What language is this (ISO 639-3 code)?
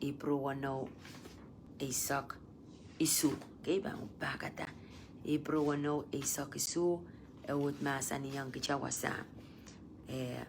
pon